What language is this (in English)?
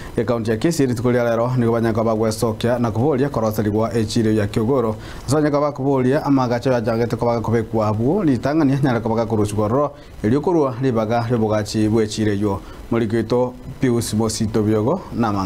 Gusii